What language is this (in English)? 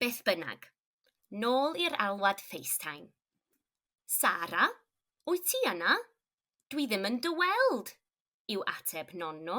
Welsh